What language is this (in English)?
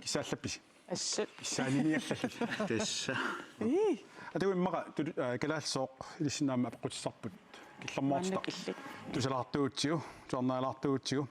Kalaallisut